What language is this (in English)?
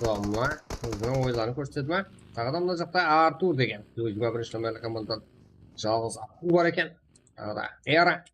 Kara-Kalpak